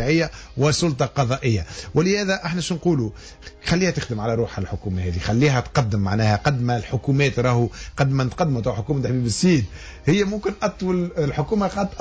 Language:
Tunisian Arabic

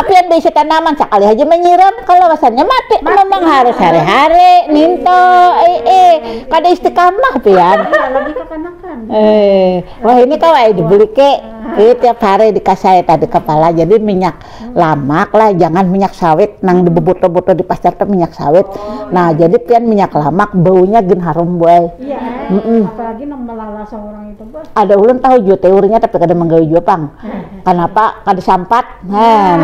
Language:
Banjar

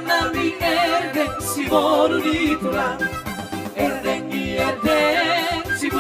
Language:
Batak Toba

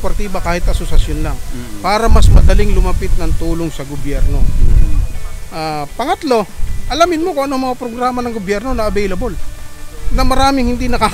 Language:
Filipino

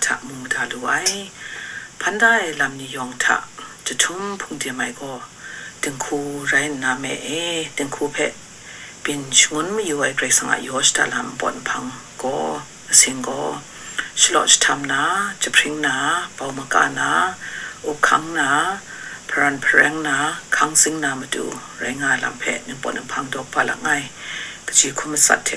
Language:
Kachin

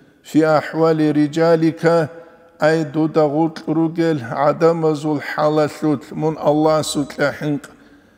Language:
Avaric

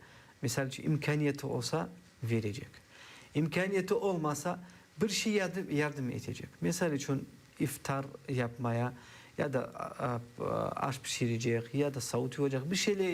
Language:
Crimean Tatar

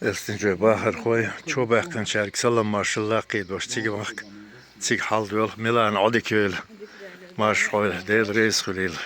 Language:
Chechen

